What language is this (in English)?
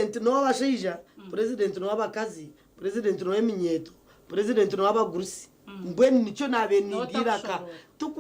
Nyankole